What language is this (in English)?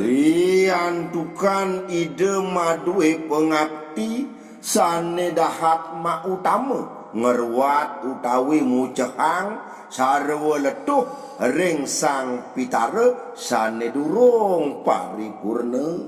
Balinese